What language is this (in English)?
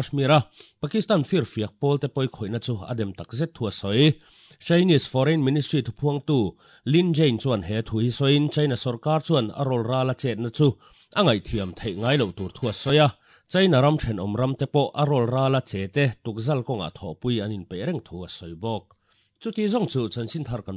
Mizo